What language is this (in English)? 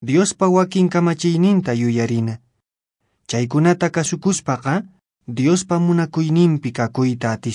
Quechua